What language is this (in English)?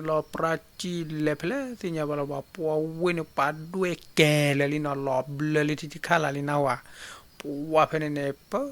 S'gaw Karen